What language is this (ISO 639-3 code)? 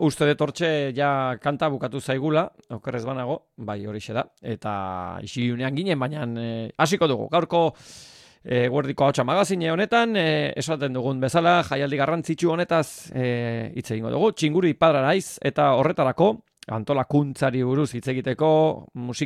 eus